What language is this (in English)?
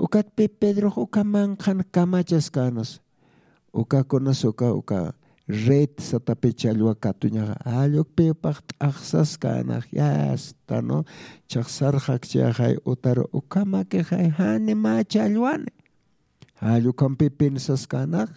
Aymara